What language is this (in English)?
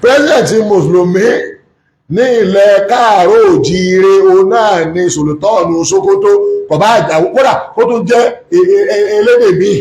Yoruba